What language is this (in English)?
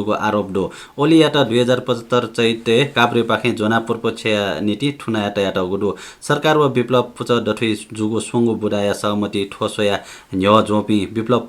Newari